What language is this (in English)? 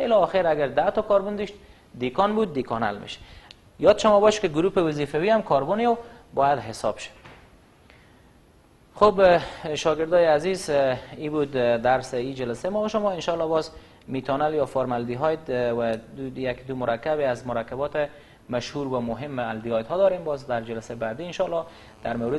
Persian